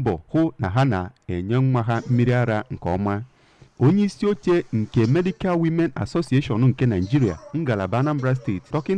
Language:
Igbo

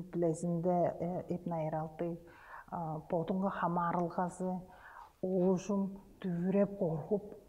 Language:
Tuvinian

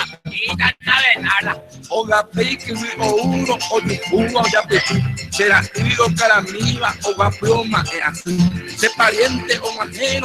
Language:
Guarani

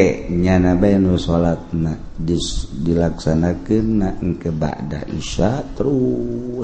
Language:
Sundanese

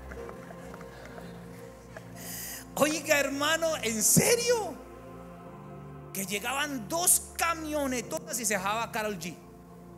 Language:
Spanish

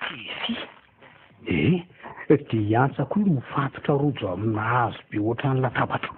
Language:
Malagasy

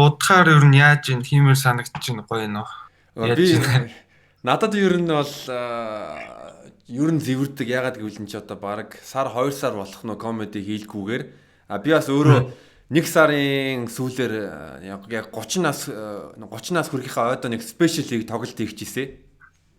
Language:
Mongolian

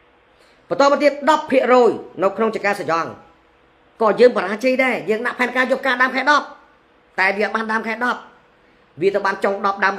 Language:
Khmer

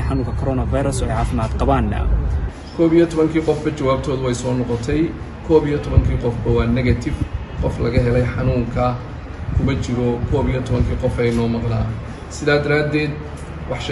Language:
Somali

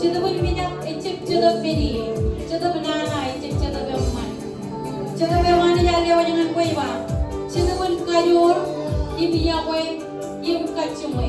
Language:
Marshallese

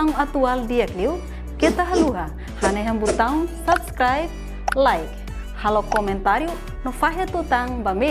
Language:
Tetum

